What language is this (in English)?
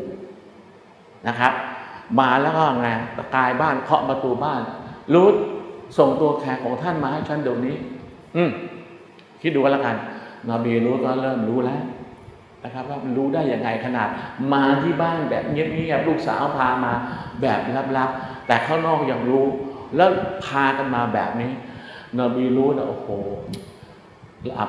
Thai